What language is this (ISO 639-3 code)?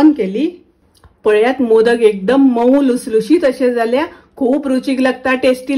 kok